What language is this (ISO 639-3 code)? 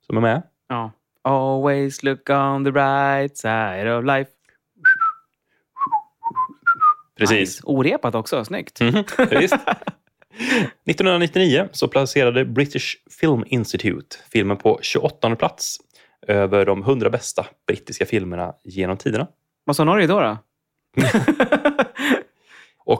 swe